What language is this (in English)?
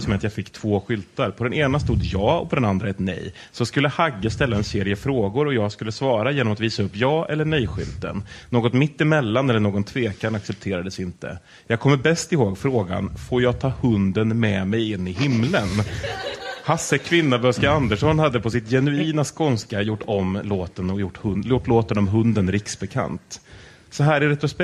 Swedish